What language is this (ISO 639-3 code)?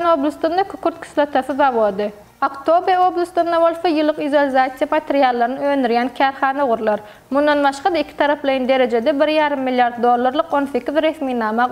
tuk